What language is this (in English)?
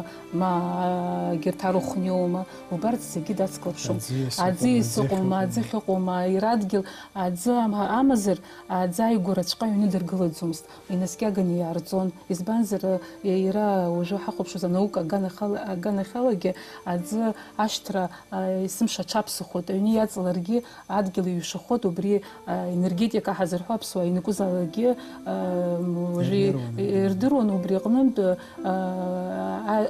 Abkhazian